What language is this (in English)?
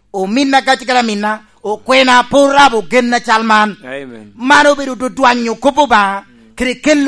Lango (Uganda)